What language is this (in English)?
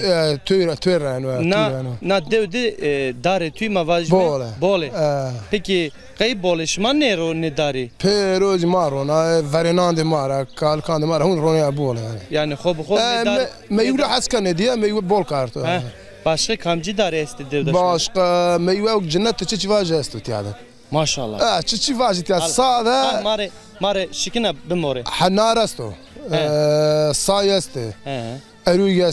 Zaza